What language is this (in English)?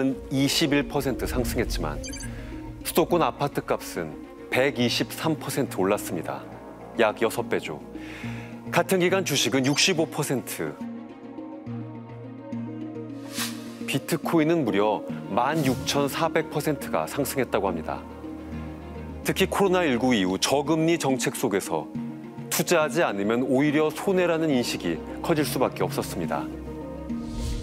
Korean